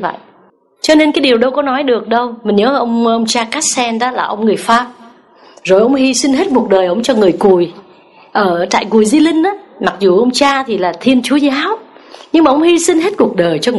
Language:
Vietnamese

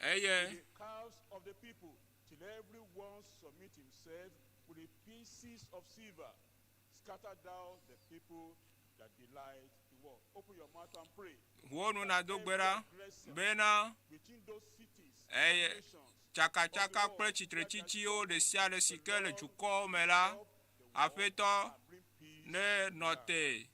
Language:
Ewe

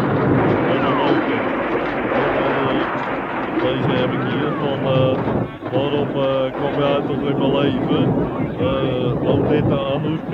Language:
Dutch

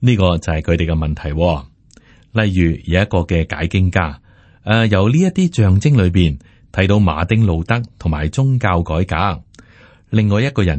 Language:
Cantonese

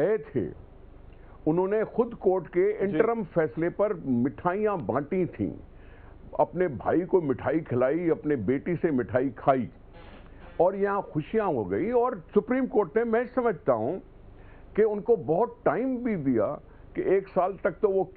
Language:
Urdu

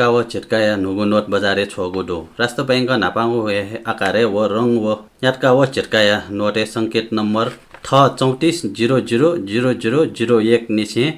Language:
Newari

